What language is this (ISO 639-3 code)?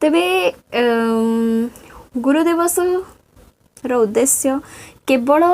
ori